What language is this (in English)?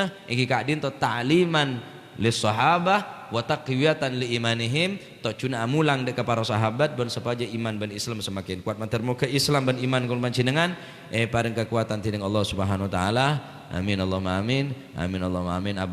Madurese